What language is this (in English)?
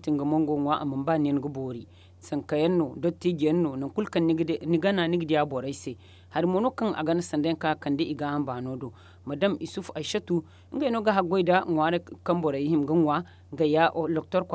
Zarma